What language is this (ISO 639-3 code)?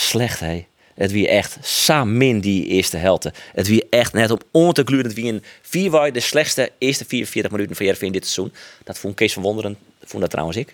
fry